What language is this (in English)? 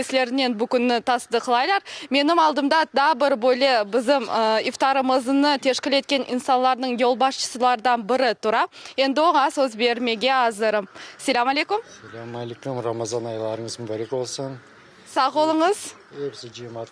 Crimean Tatar